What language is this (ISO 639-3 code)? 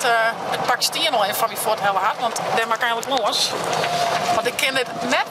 fry